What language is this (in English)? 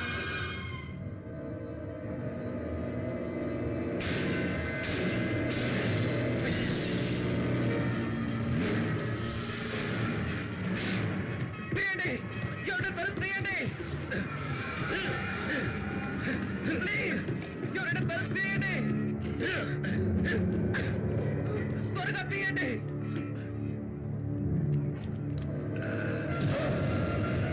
Telugu